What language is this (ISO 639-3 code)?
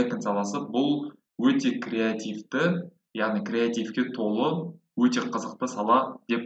kaz